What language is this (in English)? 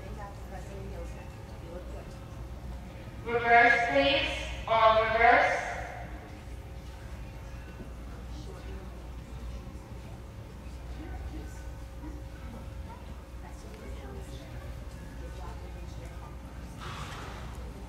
English